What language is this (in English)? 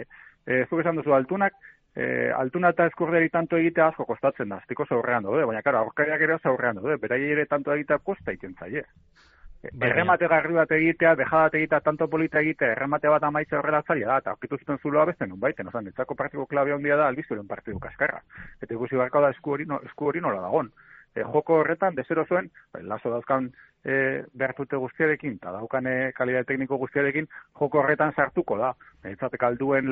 Basque